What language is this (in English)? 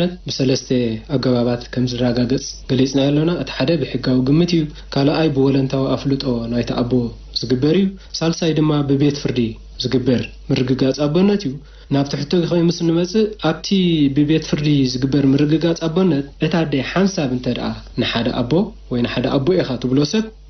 Tigrinya